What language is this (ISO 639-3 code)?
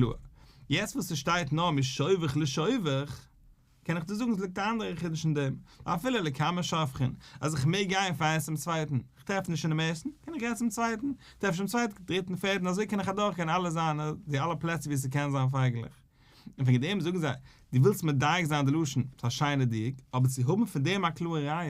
yid